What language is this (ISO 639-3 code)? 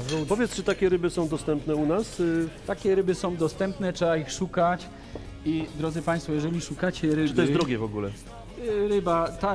pol